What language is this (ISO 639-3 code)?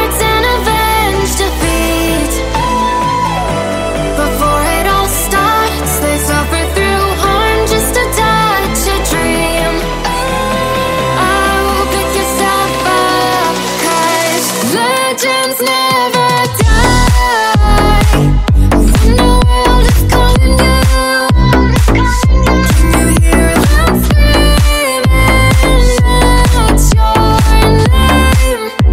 eng